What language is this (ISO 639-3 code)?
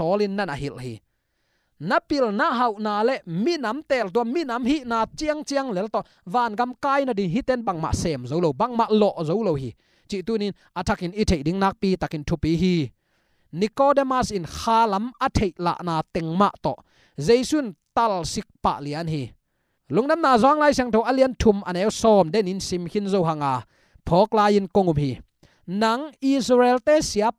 ctd